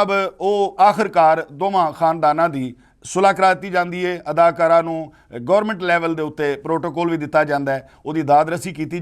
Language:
Western Panjabi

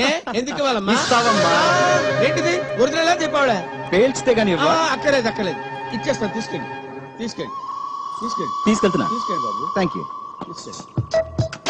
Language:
Telugu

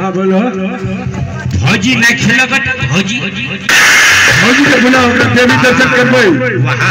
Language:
Bhojpuri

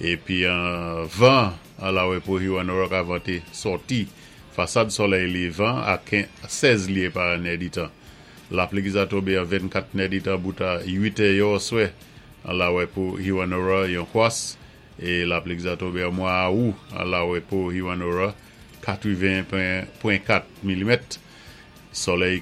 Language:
Saint Lucian Creole French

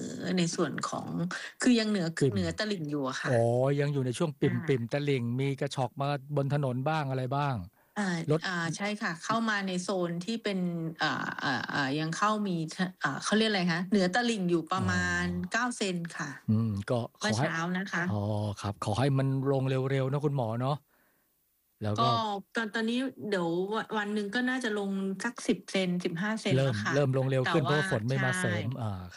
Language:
Thai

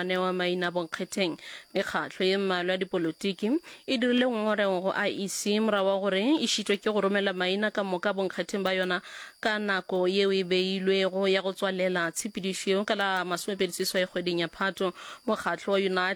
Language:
Northern Sotho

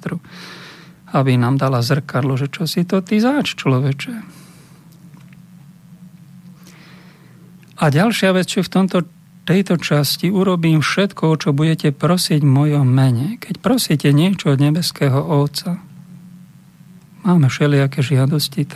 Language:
Slovak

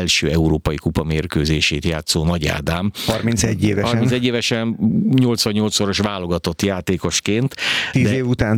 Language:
Hungarian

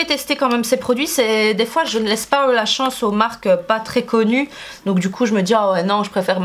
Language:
French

